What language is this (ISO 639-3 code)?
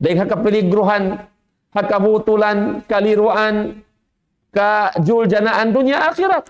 tsg